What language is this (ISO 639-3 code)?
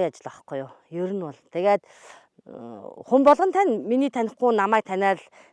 mon